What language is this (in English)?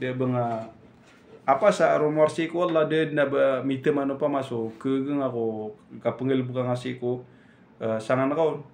Maranao